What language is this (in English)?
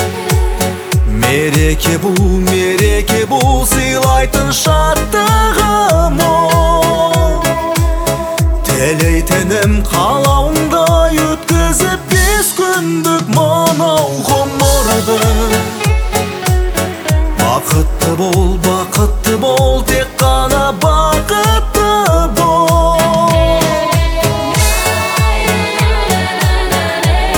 Kazakh